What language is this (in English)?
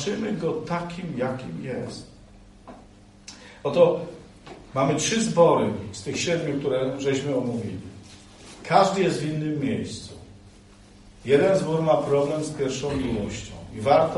Polish